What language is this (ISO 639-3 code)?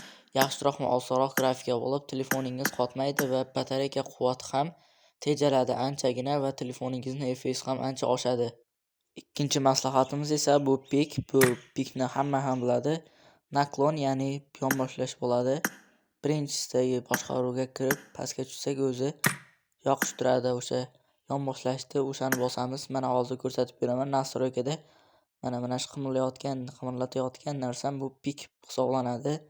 uzb